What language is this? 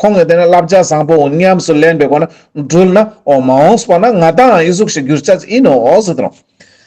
Ladakhi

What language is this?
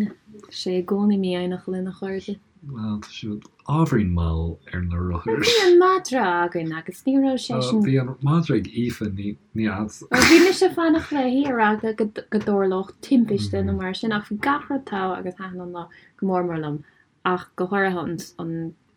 Irish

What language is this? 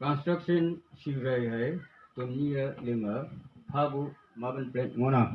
Konyak Naga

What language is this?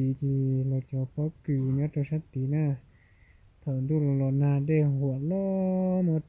Hmong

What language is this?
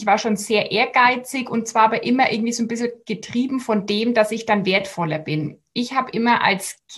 German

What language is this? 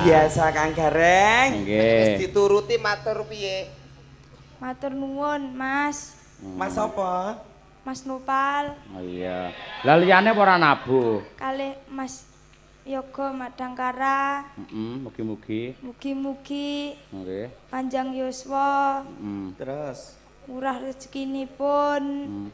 Javanese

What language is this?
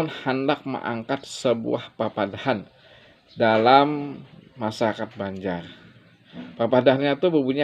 Banjar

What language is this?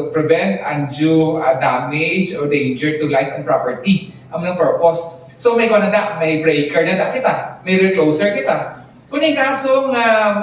Hiligaynon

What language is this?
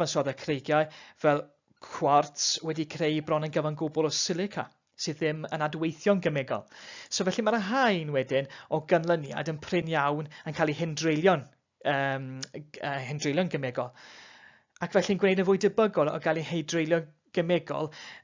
Welsh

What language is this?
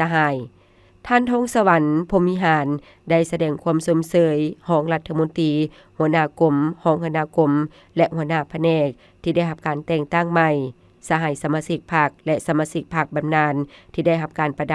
Lao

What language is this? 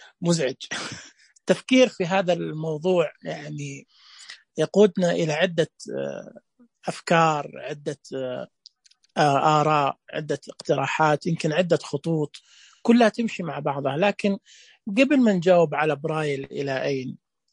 Najdi Arabic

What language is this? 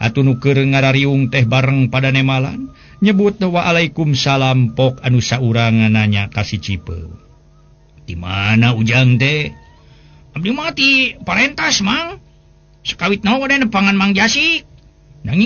Sundanese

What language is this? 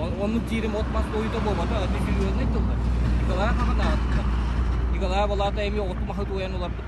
Yakut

